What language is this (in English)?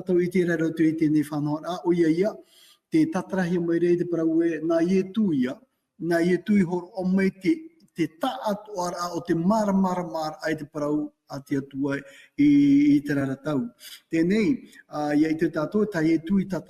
Tahitian